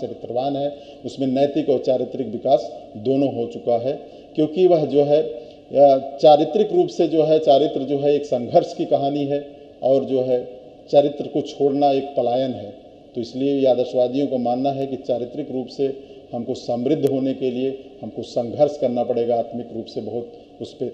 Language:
Hindi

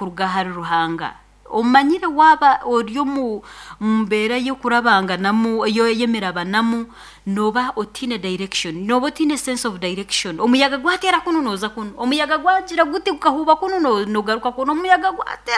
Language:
Nyankole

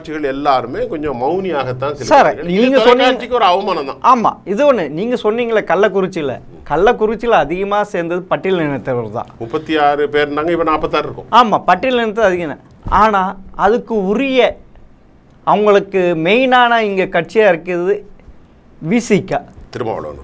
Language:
Tamil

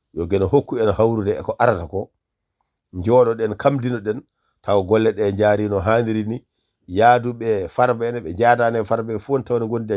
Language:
Fula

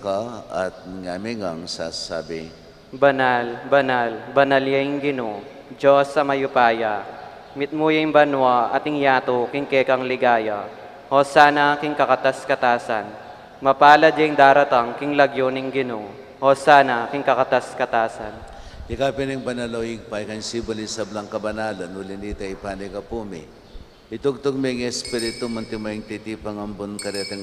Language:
Pampanga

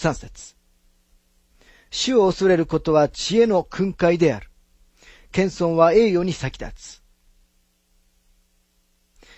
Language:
Japanese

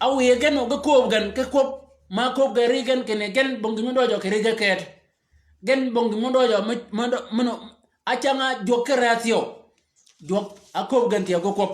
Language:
Shilluk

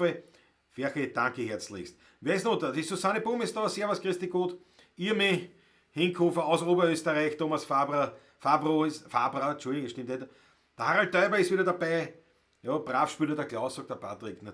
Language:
Bavarian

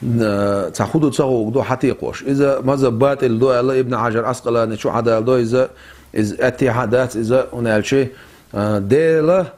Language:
Chechen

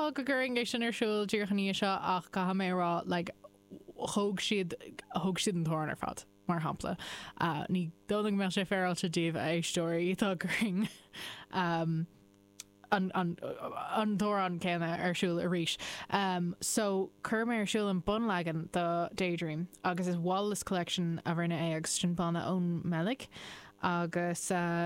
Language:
Irish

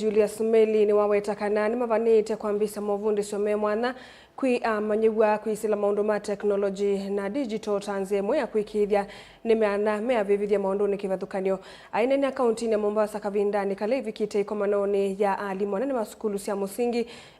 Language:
Kamba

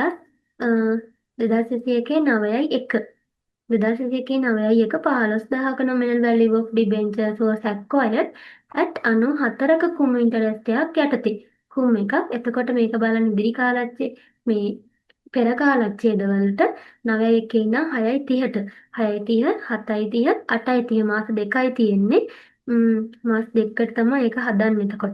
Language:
Sinhala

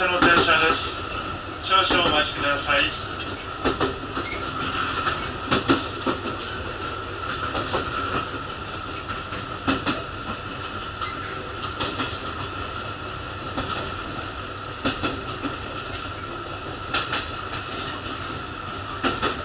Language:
Japanese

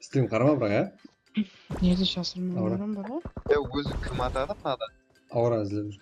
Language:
Kara-Kalpak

